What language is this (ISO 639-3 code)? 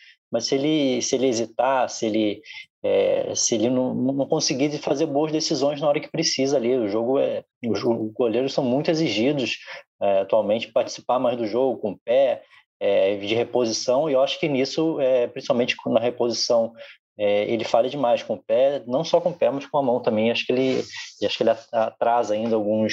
por